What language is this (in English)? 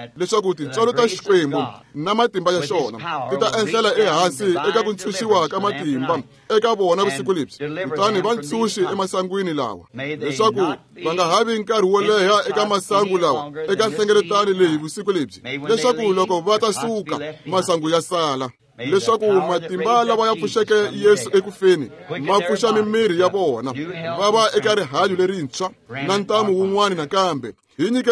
Tsonga